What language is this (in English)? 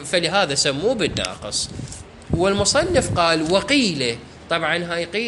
Mesopotamian Arabic